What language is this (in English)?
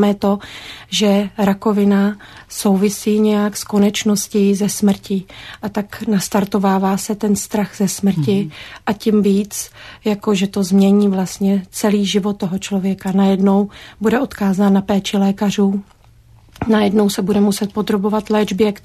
Czech